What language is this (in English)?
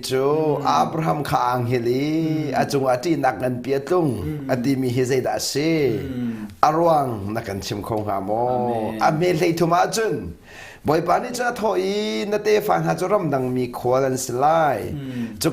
Hakha Chin